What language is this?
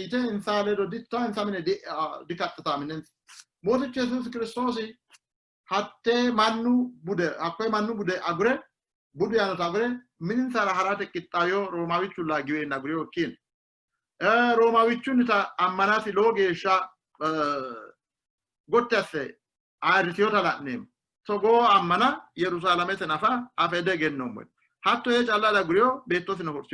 Sidamo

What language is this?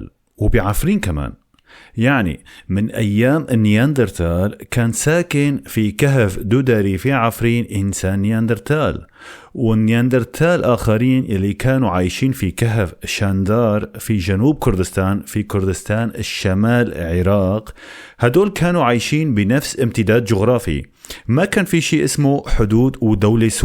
North Levantine Arabic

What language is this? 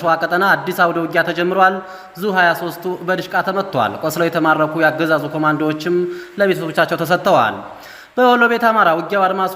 Amharic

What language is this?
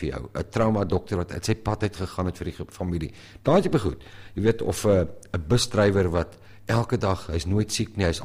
Afrikaans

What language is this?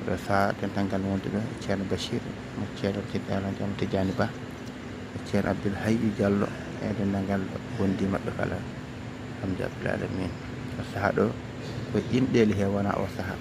Fula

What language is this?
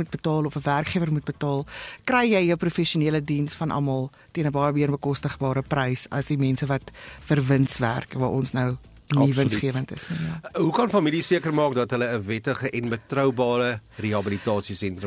Afrikaans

